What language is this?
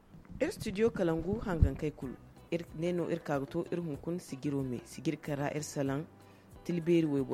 Zarma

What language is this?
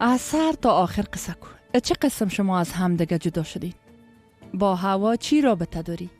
Persian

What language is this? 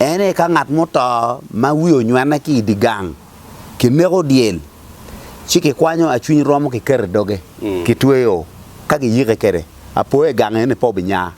Acoli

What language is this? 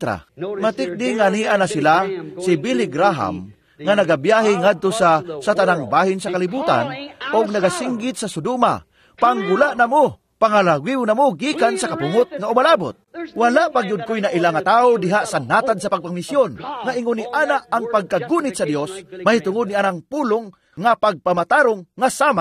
Cebuano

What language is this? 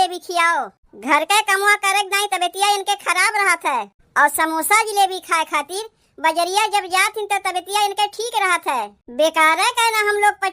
Awadhi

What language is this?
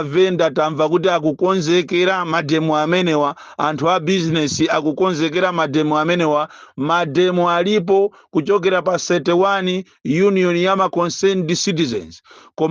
Nyanja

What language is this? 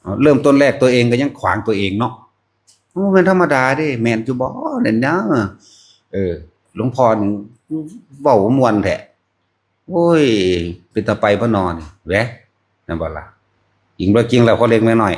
Northeastern Thai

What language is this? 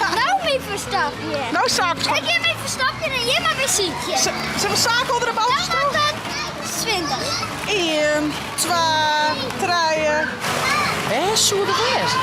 Western Frisian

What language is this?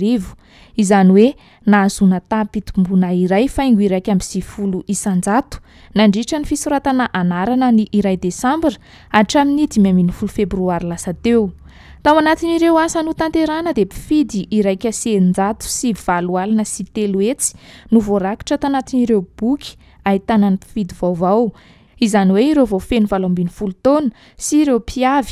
Malagasy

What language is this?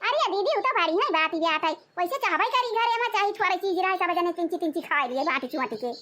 Awadhi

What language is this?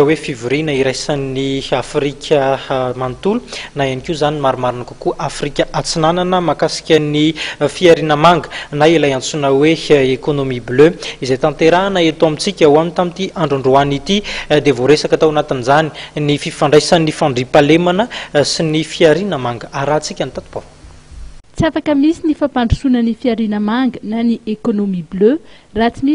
Malagasy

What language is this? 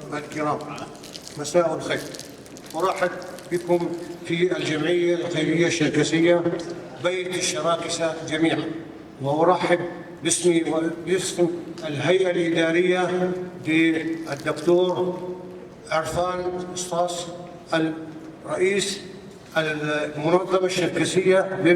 North Levantine Arabic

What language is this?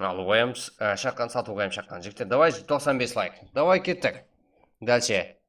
Kara-Kalpak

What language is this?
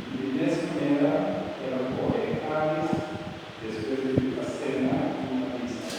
Papiamento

